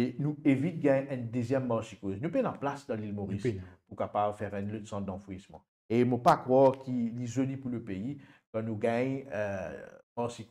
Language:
Morisyen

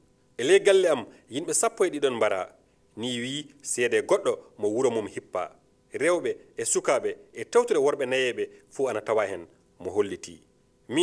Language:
Fula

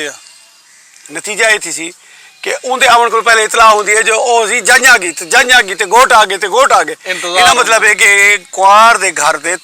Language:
Saraiki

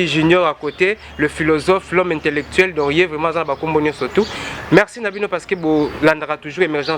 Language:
Lingala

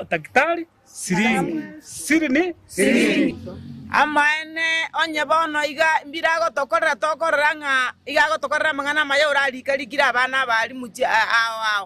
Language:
Gusii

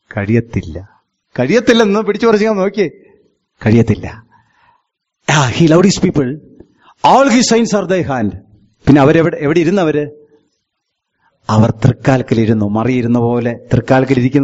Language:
Malayalam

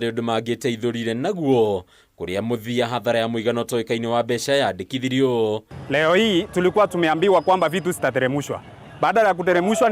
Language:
Kikuyu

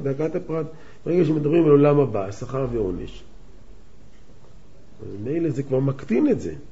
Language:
Hebrew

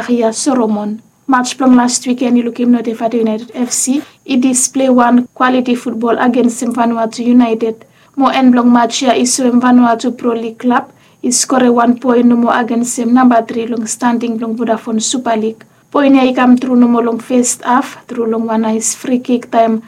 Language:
Bislama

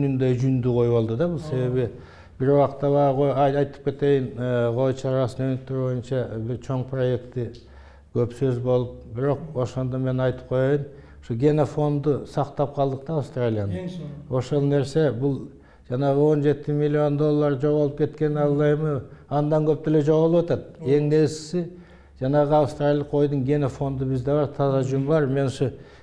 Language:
Kyrgyz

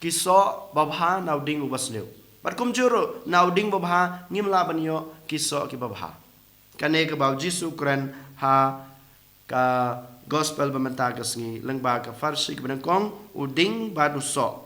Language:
Khasi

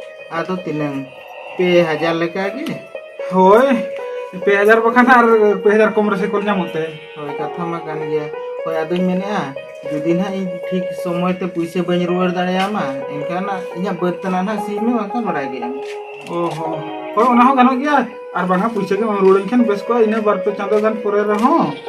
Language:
Santali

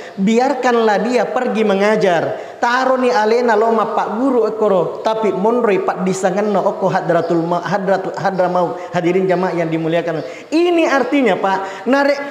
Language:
Buginese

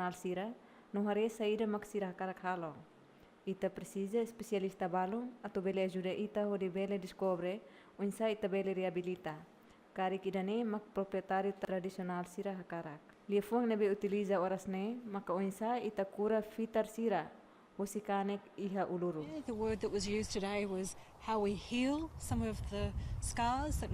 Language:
Tetum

